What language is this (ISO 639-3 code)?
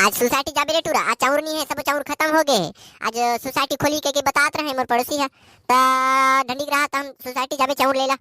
hne